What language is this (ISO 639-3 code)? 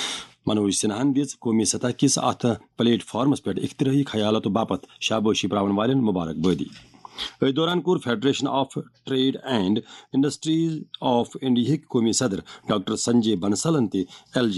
kas